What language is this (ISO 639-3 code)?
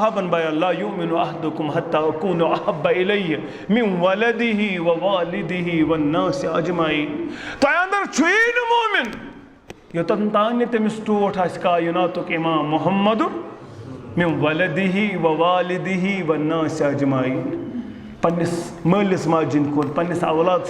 kas